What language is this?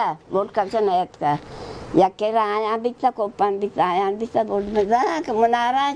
Baluchi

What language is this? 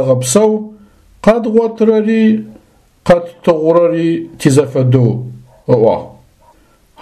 Adyghe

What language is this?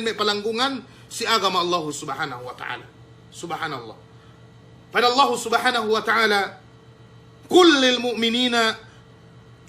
Yakan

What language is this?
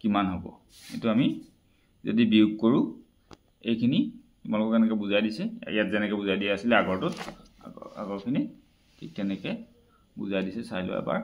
Assamese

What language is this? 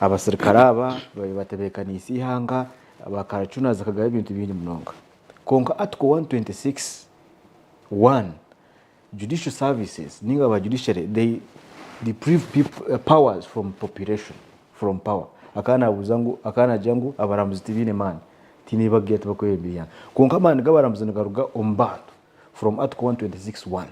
Nyankole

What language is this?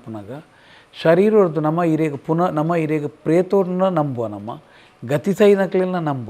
Tulu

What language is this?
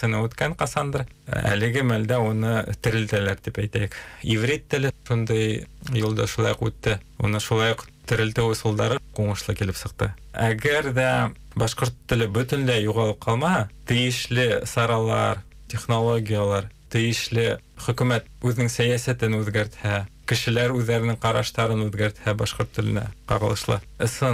Bashkir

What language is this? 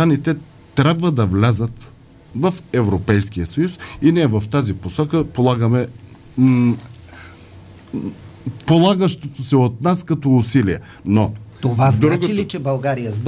Bulgarian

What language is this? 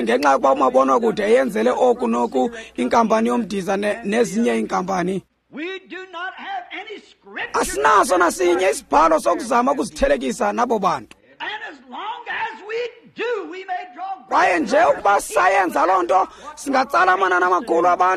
Xhosa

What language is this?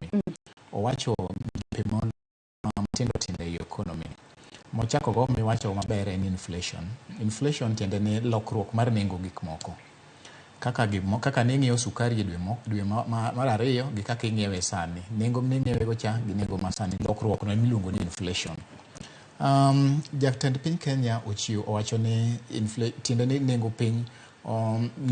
Luo (Kenya and Tanzania)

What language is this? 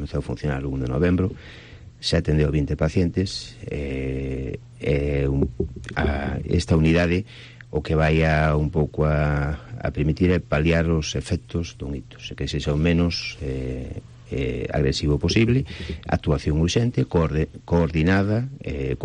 Galician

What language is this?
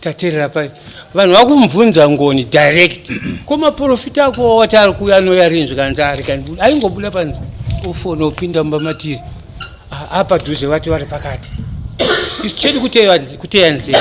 Shona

